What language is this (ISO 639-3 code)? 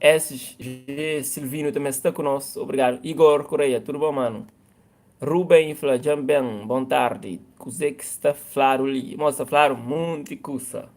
kea